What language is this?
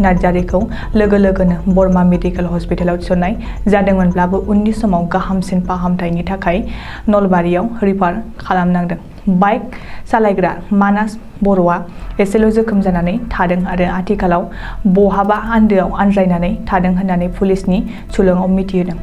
Bodo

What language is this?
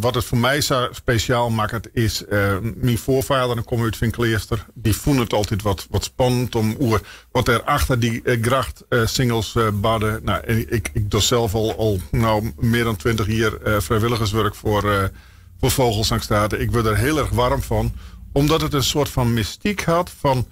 Western Frisian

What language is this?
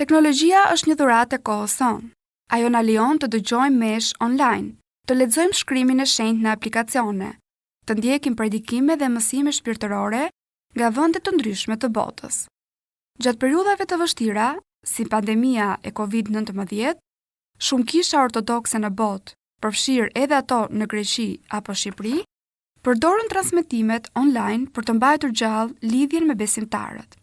Albanian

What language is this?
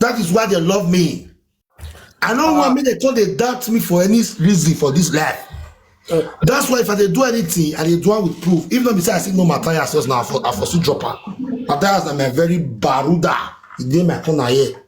Nigerian Pidgin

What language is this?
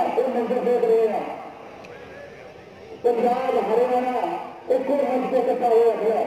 Punjabi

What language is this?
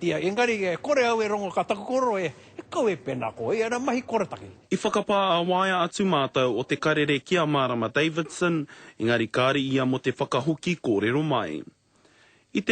Māori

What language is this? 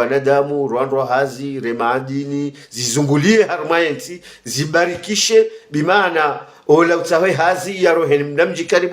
Ngazidja Comorian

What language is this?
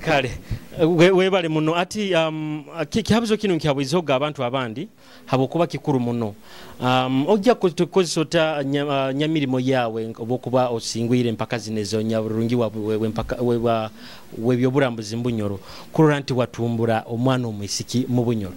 Nyoro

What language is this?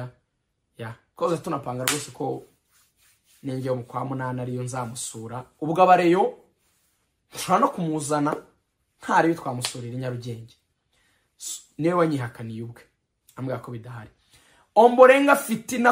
Kinyarwanda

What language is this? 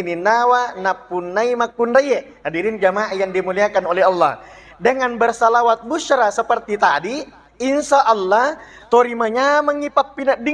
Buginese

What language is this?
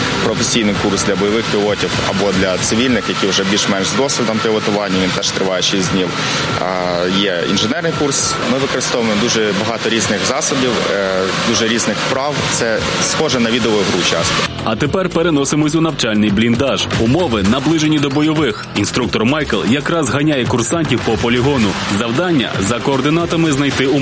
Ukrainian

